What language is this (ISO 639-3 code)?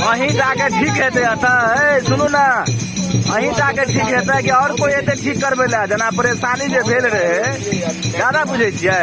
mai